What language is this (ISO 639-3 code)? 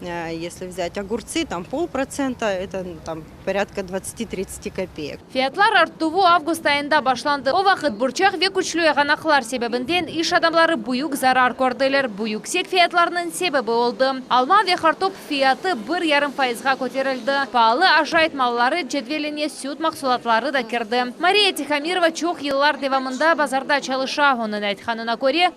crh